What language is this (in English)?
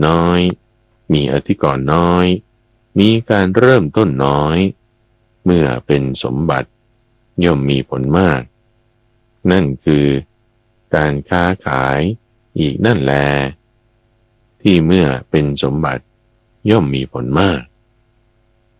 Thai